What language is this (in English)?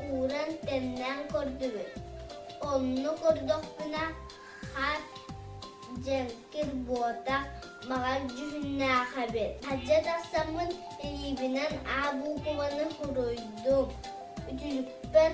Yakut